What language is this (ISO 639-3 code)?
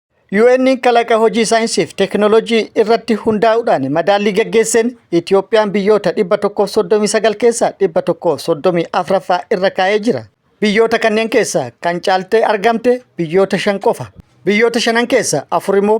orm